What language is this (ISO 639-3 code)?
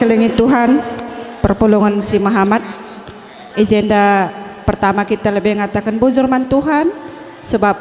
btx